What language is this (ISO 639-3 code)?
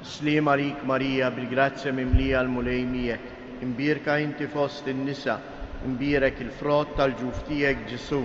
mlt